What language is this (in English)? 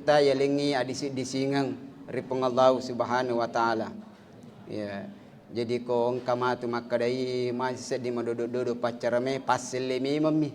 Buginese